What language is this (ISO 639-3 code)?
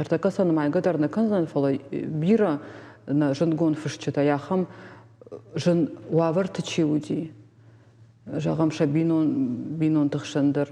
oss